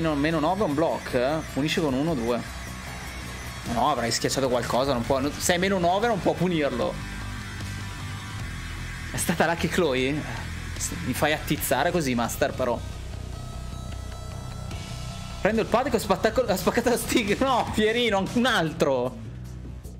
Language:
Italian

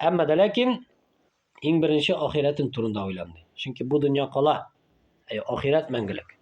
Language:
Tatar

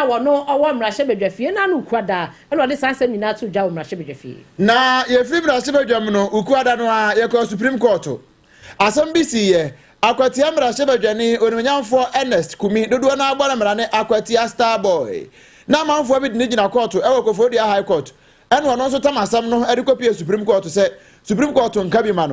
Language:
Akan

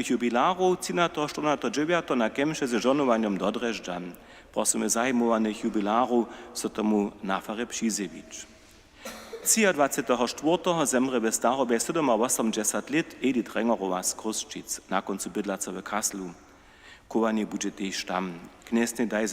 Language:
Upper Sorbian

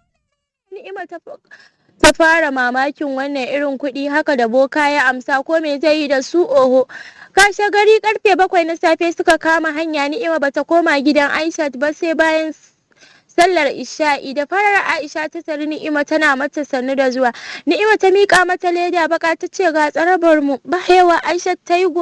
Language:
Hausa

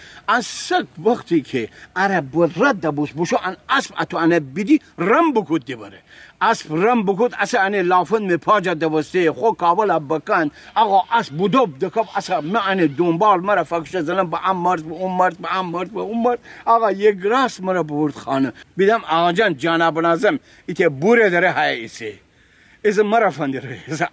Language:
Gilaki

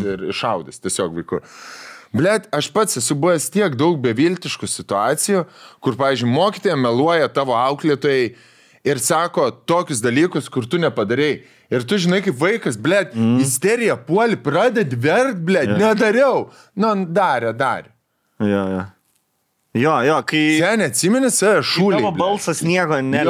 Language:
Lithuanian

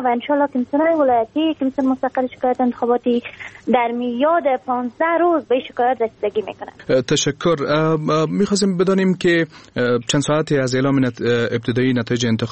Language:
Persian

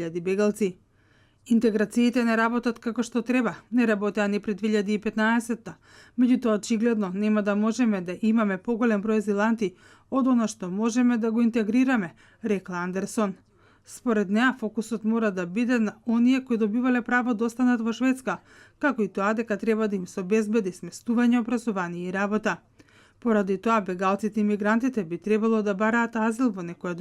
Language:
Macedonian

